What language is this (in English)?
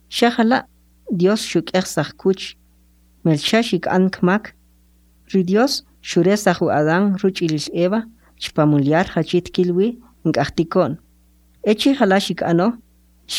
Kʼicheʼ